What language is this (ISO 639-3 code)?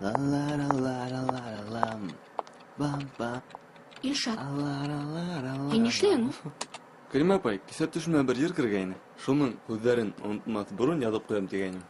bak